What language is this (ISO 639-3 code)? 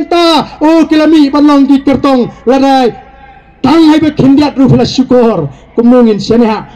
kha